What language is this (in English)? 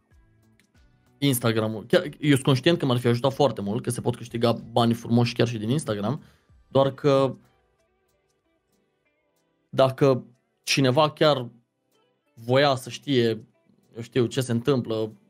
Romanian